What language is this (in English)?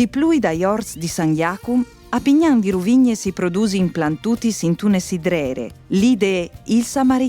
Friulian